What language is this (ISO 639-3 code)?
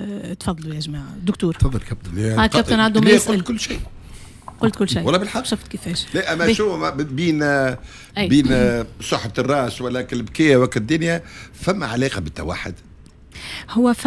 aeb